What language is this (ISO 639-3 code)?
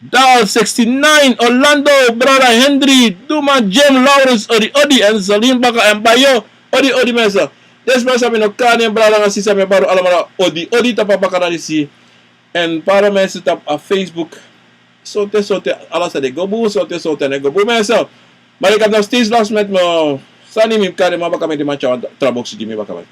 srn